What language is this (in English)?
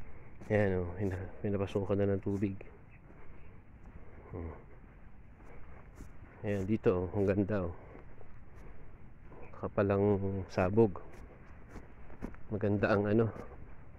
Filipino